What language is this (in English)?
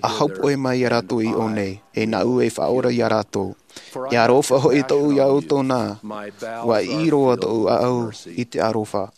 Tahitian